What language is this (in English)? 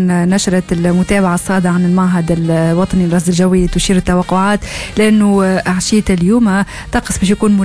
Tunisian Arabic